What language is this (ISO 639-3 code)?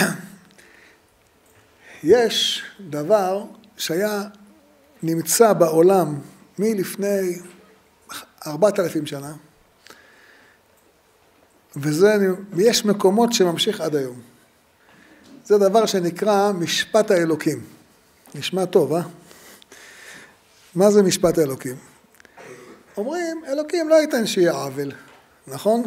heb